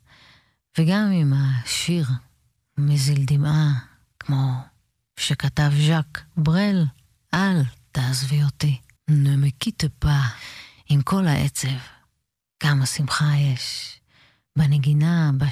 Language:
Hebrew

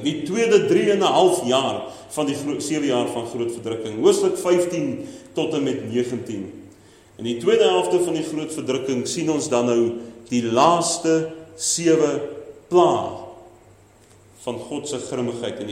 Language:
Afrikaans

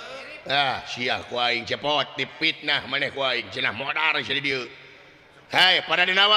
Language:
Sundanese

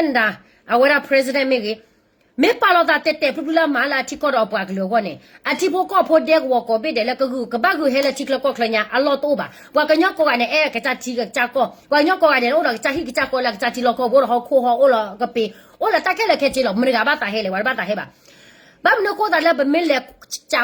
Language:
S'gaw Karen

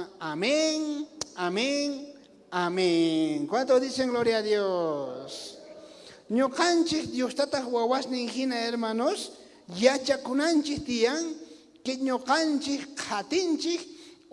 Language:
South Bolivian Quechua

